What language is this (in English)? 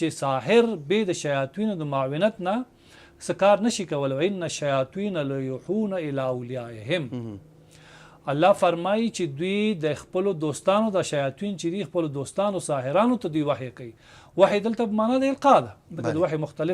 Pashto